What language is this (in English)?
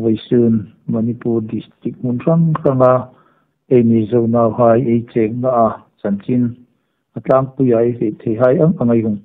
Hmar